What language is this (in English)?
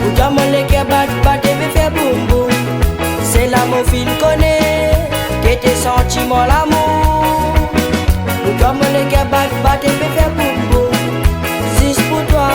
Réunion Creole French